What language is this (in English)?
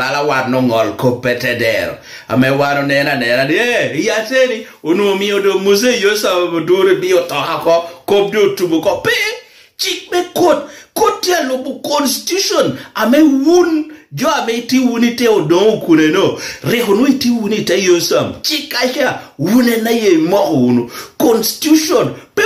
Lango (Uganda)